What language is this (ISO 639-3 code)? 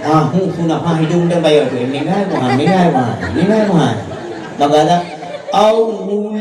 ace